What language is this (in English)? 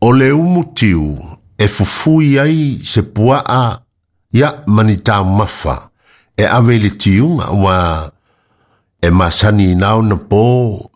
Samoan